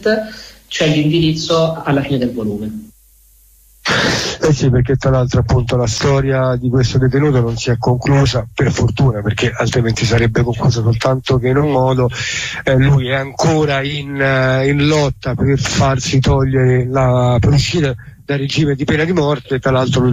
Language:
Italian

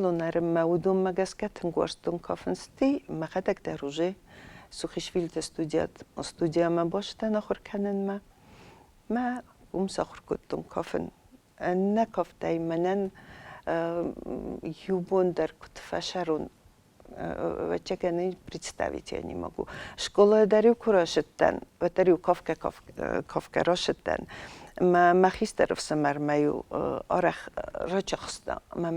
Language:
Ossetic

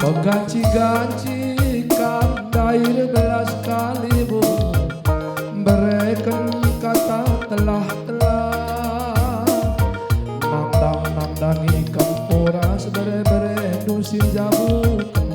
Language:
Batak Karo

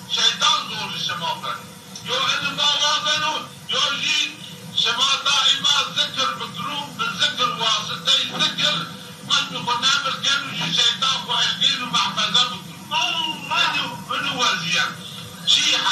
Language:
Zaza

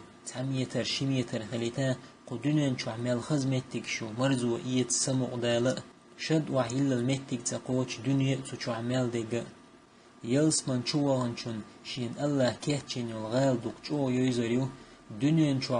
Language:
Chechen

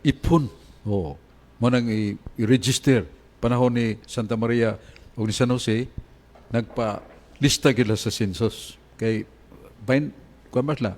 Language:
Cebuano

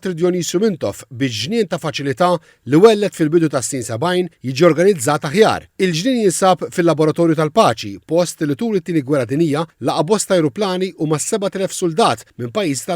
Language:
Maltese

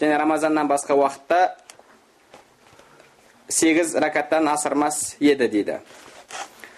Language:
Kazakh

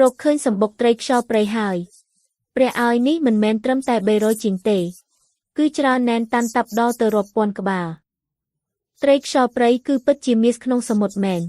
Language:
Khmer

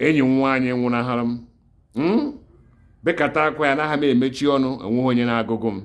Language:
Igbo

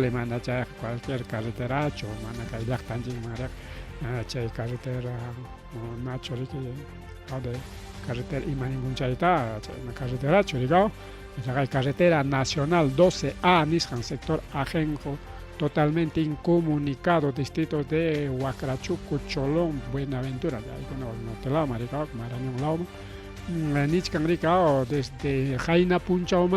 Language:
Ayacucho Quechua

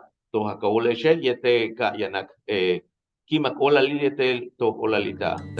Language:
Yucateco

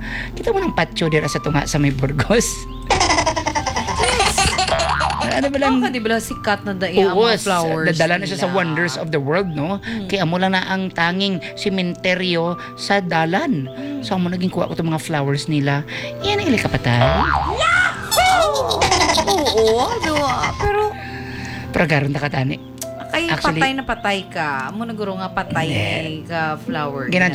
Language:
Hiligaynon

